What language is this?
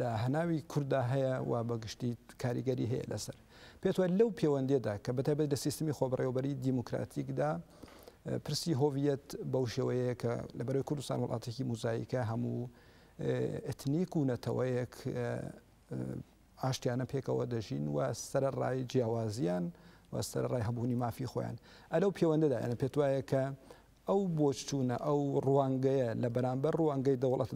Central Kurdish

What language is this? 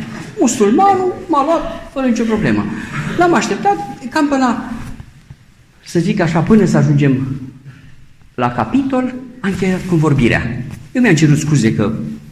Romanian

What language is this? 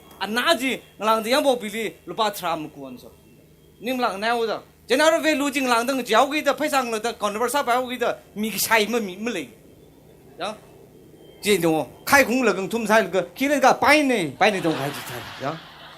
Tangkhul Naga (India)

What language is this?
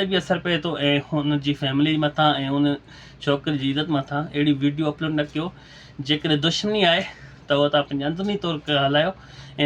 Sindhi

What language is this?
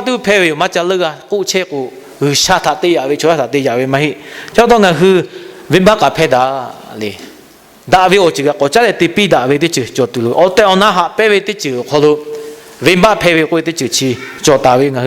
Lahu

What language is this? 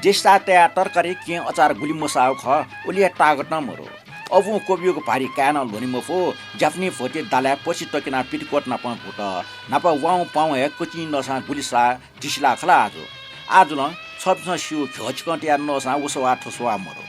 Newari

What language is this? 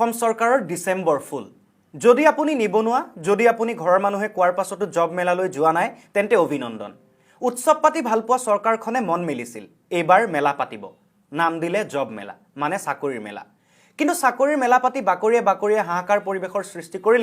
Assamese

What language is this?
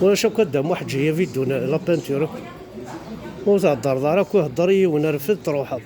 Kabyle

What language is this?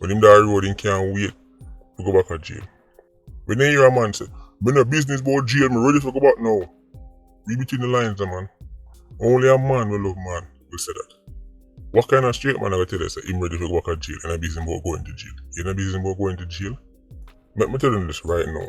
Jamaican Creole English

